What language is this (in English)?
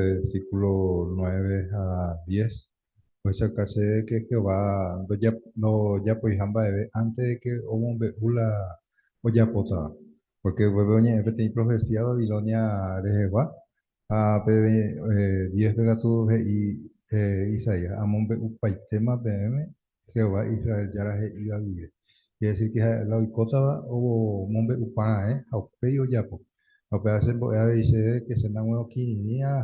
Guarani